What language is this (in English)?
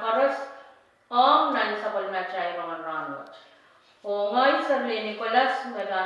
Pohnpeian